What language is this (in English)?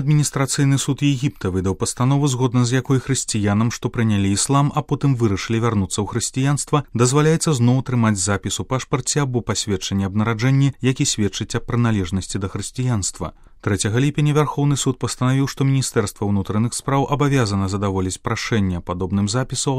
Belarusian